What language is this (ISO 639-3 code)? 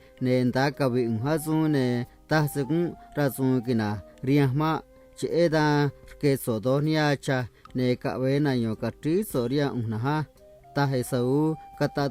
trc